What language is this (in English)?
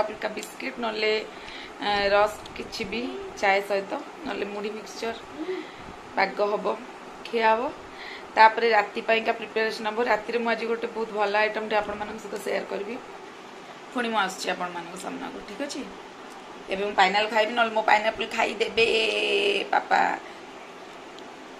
Odia